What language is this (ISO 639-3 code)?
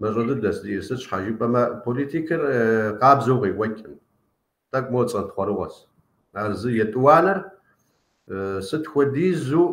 kbd